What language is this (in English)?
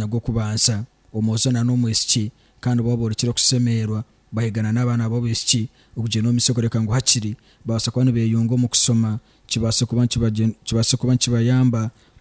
Nyankole